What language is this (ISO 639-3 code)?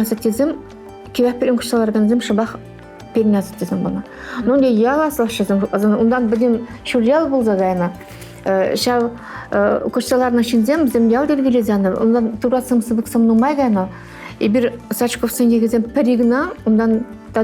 chv